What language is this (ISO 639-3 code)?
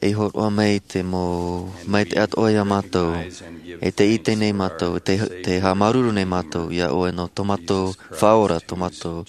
tah